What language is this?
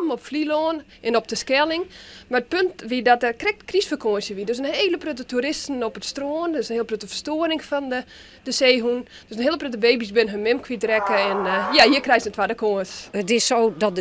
Western Frisian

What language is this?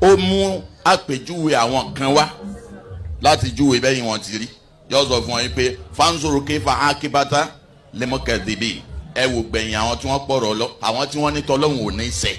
Yoruba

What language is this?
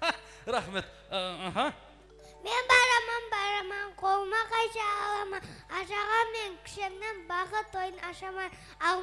Kara-Kalpak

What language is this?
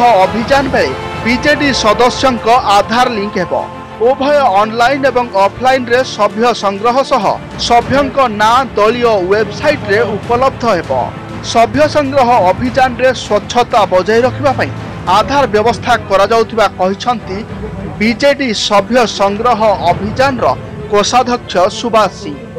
Odia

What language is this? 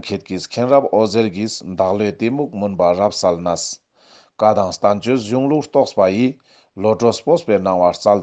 Ladakhi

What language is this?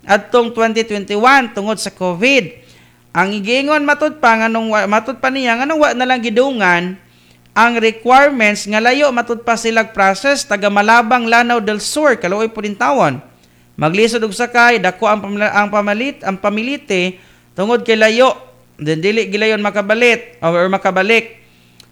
Cebuano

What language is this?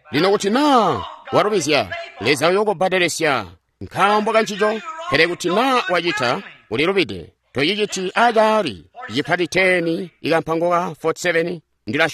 Tonga (Zambia)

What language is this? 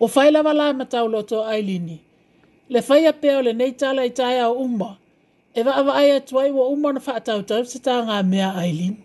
Samoan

